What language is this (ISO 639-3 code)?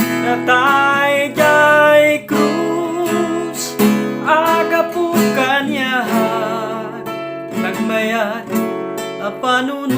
ilo